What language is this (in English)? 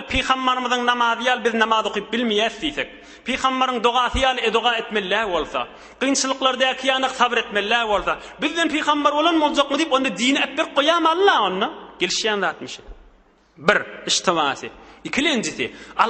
Turkmen